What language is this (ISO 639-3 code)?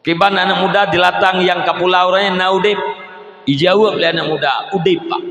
ace